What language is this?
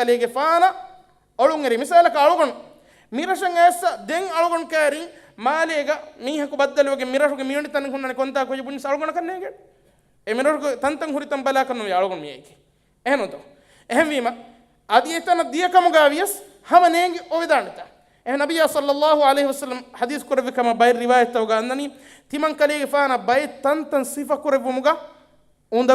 Divehi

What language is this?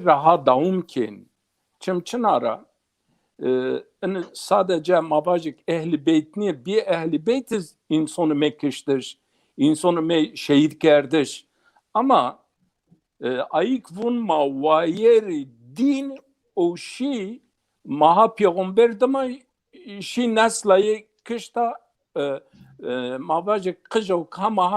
Zaza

